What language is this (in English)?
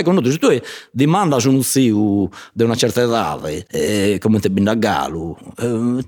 Sardinian